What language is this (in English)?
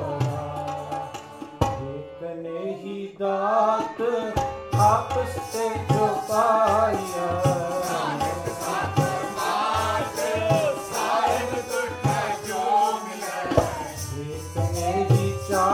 Punjabi